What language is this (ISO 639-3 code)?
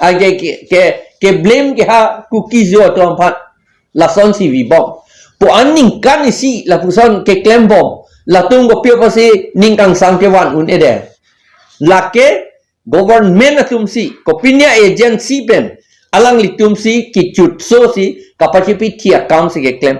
mjw